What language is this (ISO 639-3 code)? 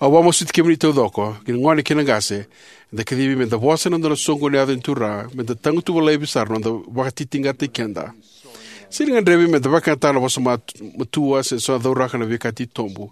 fij